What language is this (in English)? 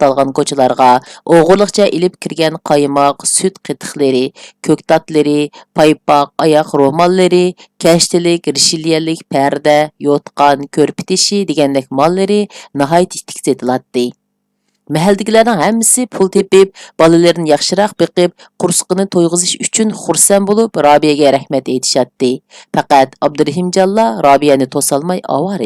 Uyghur